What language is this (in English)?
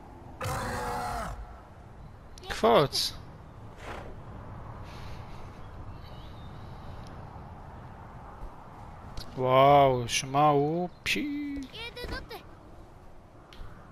Hebrew